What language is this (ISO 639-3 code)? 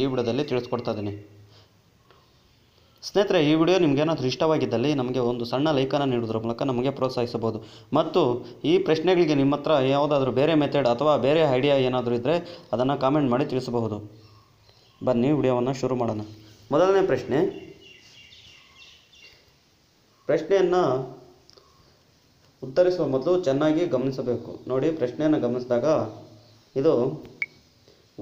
kan